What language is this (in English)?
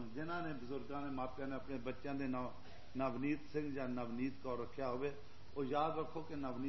Punjabi